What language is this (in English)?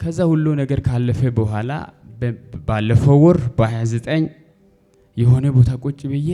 Amharic